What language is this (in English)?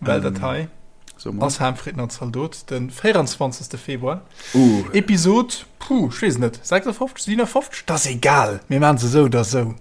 Luxembourgish